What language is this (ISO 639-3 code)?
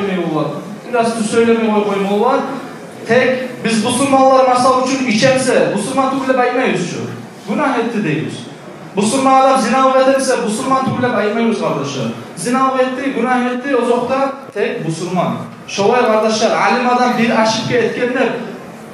kum